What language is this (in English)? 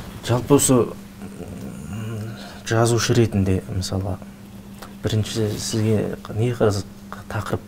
Kazakh